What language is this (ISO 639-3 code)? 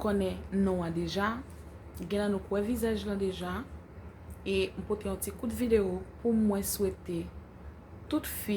hat